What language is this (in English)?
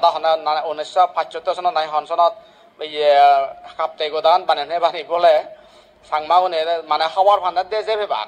Chakma